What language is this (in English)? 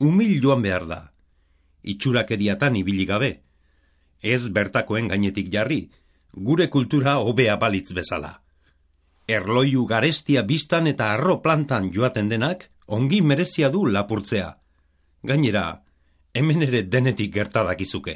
Basque